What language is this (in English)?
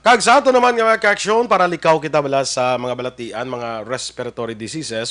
Hiligaynon